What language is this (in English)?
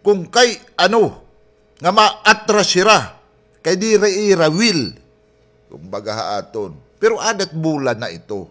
Waray